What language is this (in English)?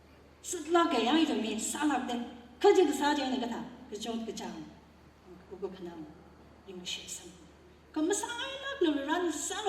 Tangkhul Naga (India)